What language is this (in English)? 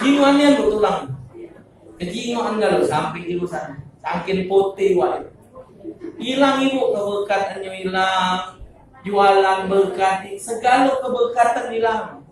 Musi